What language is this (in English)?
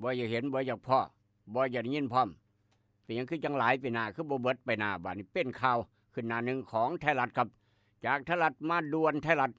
Northeastern Thai